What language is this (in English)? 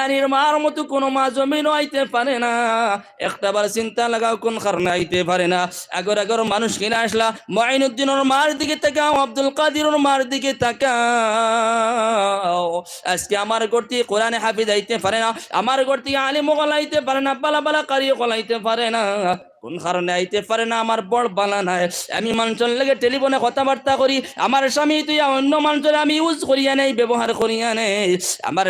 Sylheti